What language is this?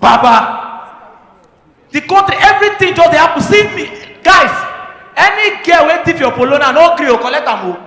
Nigerian Pidgin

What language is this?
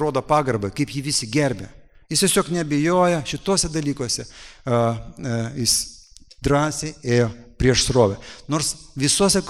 Lithuanian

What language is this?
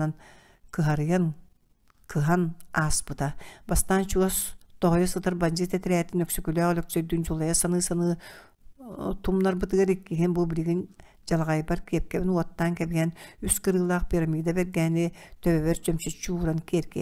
Yakut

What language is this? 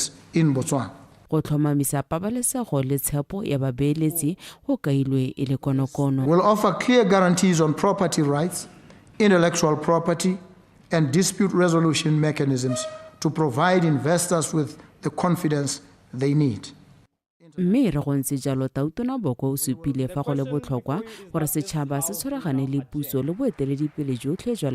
Tswana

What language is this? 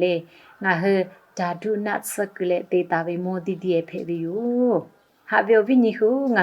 Lahu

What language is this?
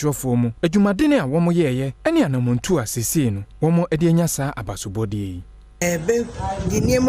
Akan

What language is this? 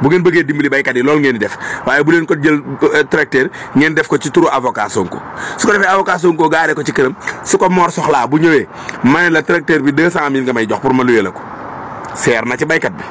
Wolof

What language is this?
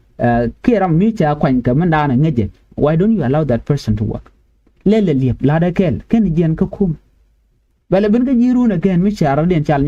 Nuer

